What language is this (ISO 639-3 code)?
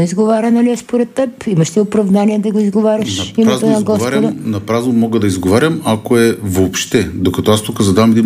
bul